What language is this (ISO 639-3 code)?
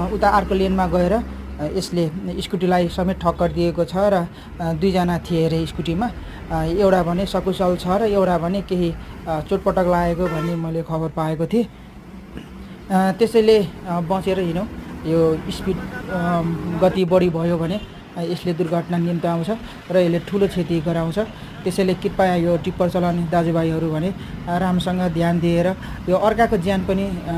nep